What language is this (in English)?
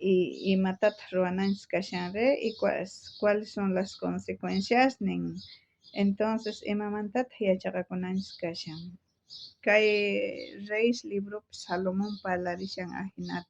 South Bolivian Quechua